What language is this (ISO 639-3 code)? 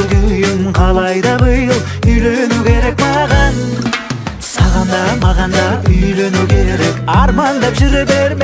kaz